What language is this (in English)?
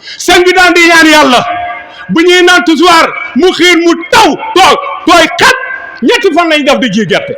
Wolof